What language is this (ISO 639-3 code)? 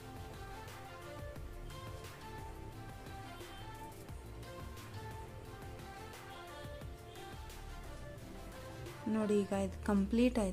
kan